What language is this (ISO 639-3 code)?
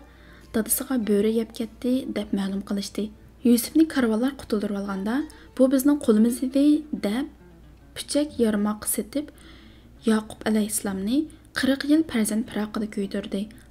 uig